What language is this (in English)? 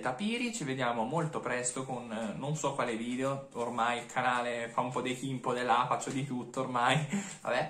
Italian